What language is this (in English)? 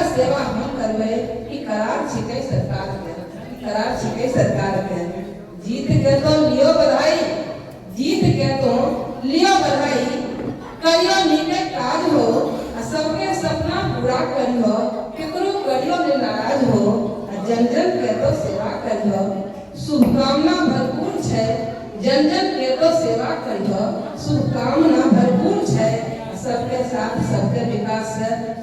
Angika